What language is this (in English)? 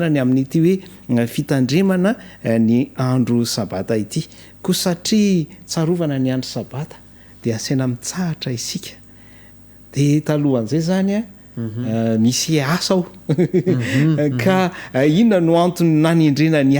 Malagasy